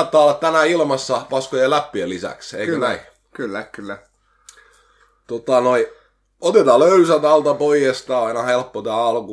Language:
Finnish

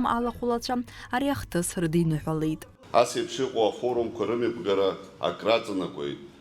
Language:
Abkhazian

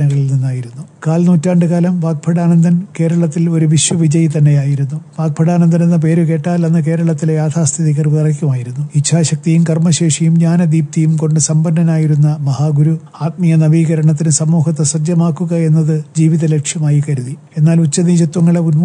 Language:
Malayalam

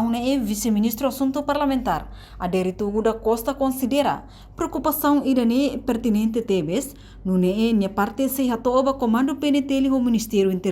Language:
Tetum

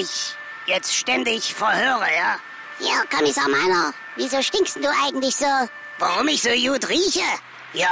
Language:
German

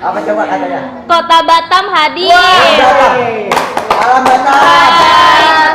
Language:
Betawi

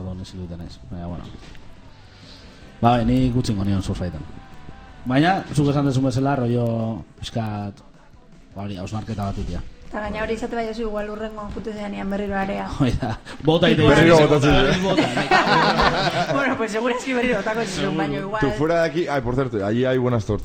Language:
Basque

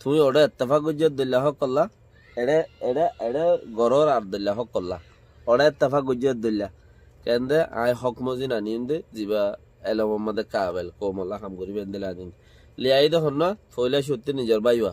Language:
Rohingya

